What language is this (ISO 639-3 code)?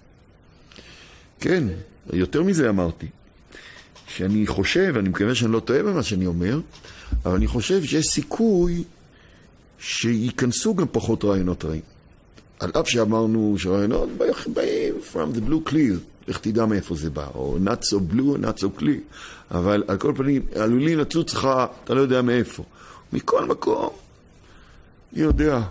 heb